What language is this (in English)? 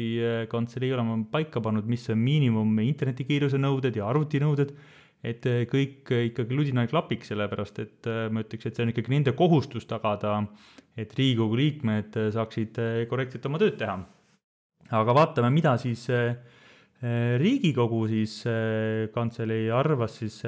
Estonian